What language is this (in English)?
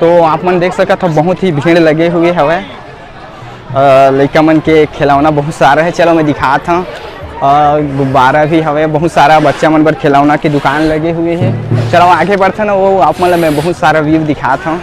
Chhattisgarhi